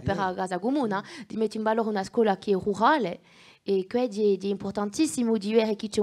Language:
Corsican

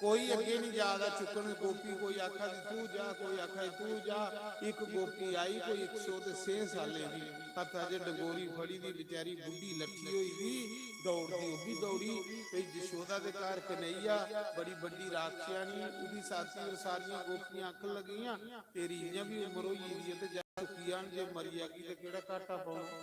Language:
Dogri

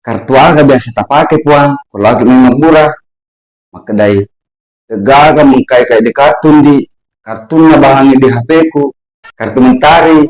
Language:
Buginese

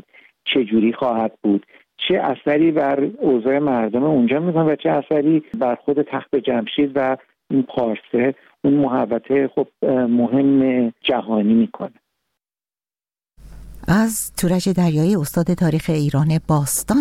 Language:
Persian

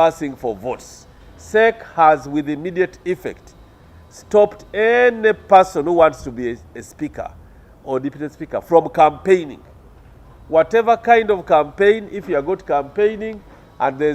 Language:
Nyankole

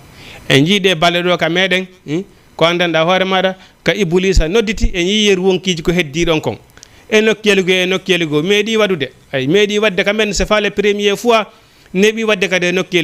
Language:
Fula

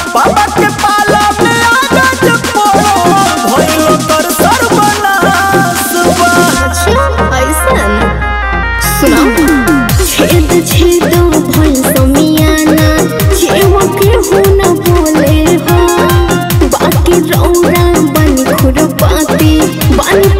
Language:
Bhojpuri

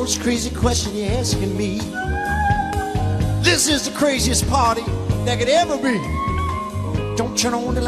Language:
English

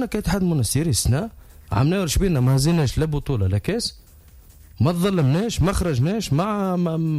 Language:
Tunisian Arabic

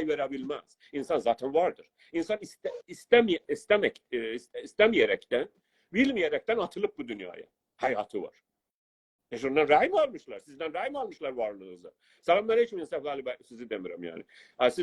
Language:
South Azerbaijani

